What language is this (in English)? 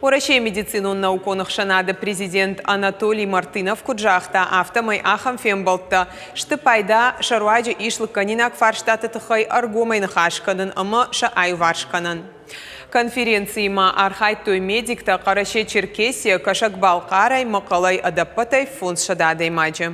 Ossetic